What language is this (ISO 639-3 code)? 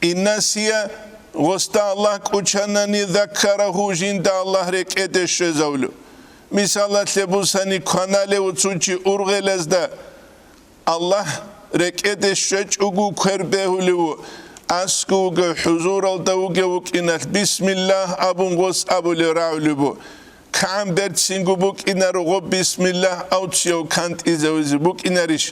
ava